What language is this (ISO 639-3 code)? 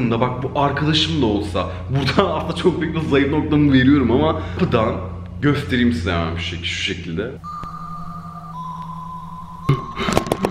tur